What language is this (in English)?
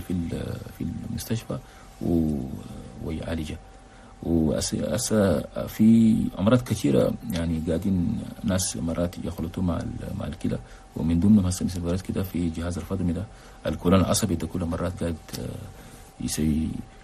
Chadian Arabic